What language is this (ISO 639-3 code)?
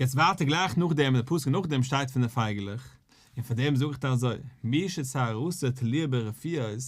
yid